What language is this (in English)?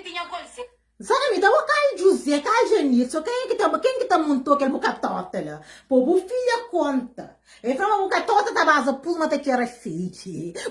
Kabuverdianu